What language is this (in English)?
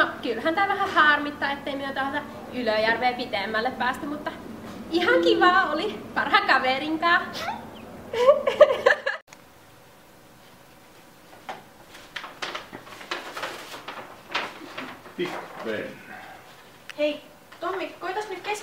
Finnish